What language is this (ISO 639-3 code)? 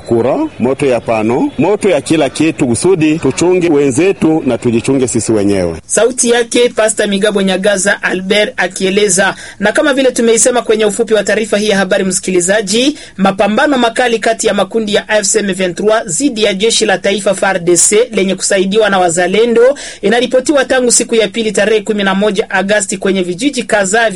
swa